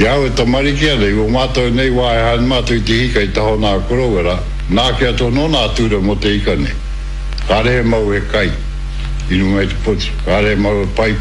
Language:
Māori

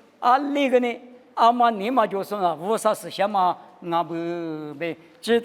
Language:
Lisu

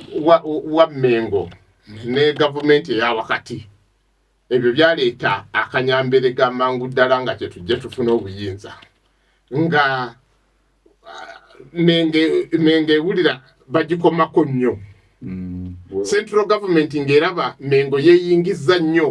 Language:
Ganda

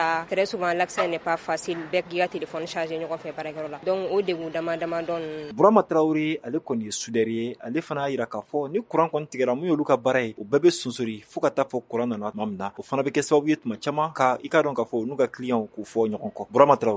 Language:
Bambara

